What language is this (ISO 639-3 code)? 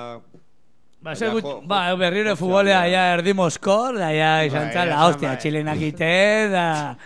eus